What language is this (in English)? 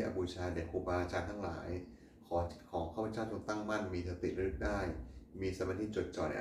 Pali